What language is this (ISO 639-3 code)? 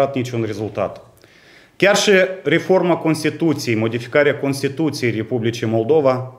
ron